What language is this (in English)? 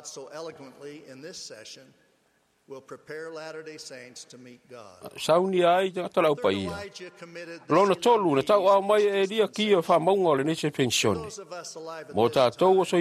Samoan